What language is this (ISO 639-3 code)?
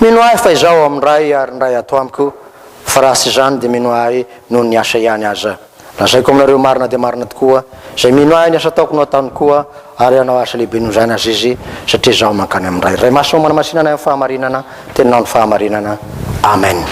mlg